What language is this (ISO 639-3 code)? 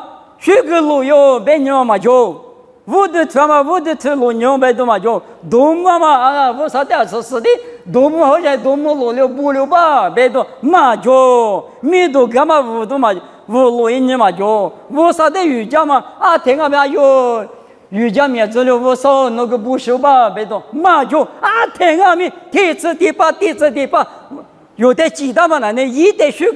lis